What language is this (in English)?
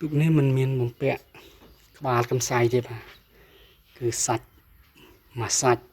Khmer